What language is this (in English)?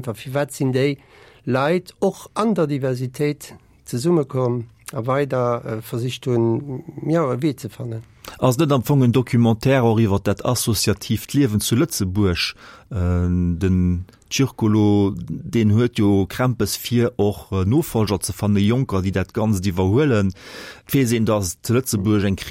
Luxembourgish